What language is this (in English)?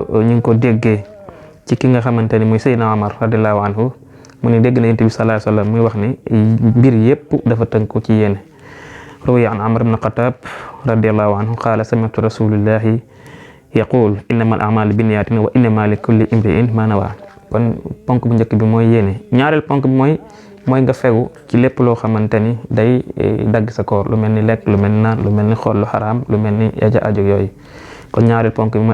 Wolof